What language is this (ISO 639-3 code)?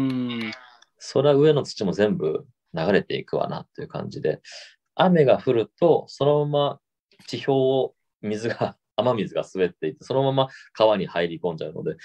jpn